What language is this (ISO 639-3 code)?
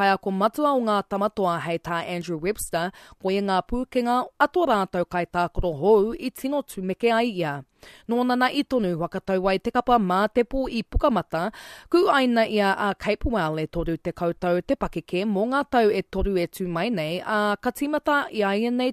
mri